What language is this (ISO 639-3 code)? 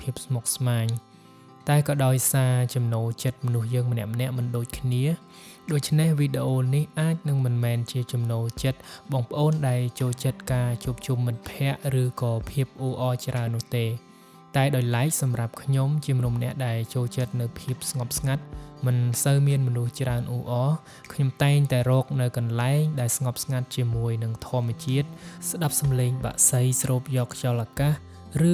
khm